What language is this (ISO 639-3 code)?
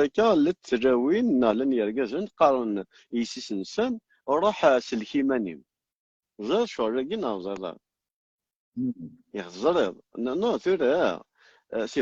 kab